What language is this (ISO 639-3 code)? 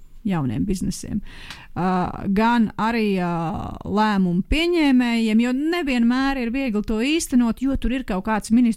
lav